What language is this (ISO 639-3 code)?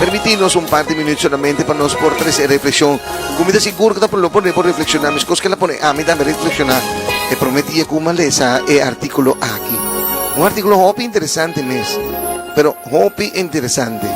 pap